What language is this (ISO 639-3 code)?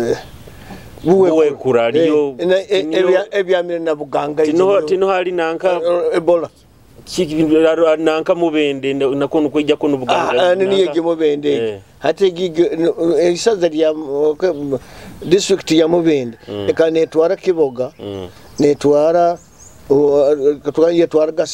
nyo